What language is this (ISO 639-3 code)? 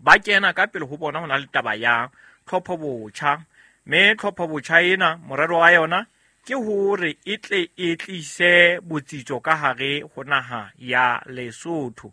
sot